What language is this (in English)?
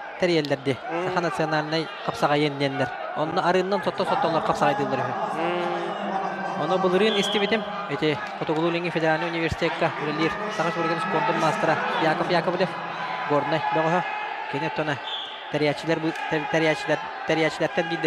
Yakut